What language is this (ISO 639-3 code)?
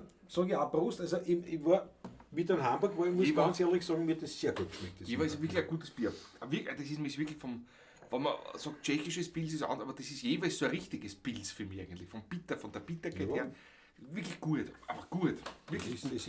bar